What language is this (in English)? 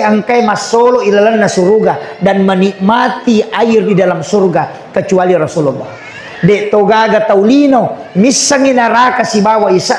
Buginese